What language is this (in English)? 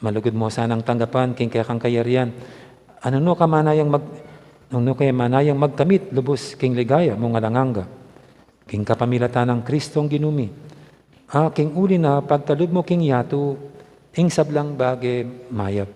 Pampanga